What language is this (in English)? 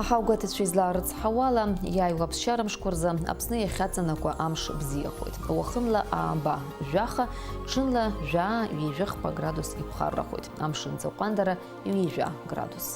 Abkhazian